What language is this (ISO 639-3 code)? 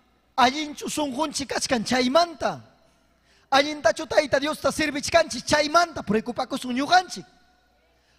quy